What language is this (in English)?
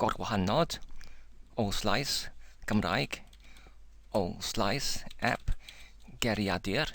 Welsh